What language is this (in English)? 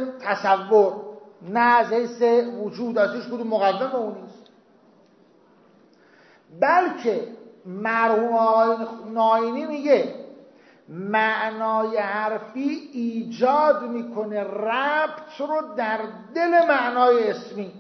Persian